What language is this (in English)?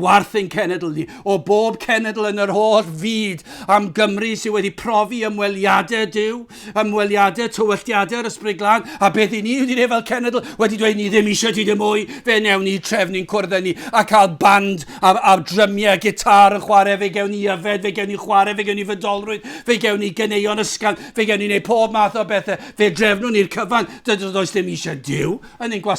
Welsh